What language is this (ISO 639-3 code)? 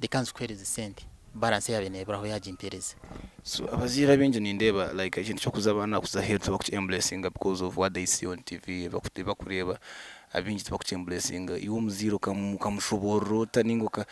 nyn